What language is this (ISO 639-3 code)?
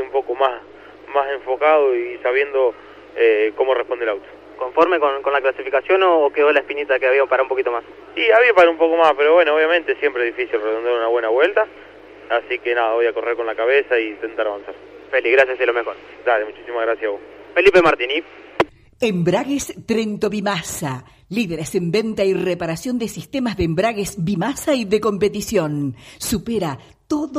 spa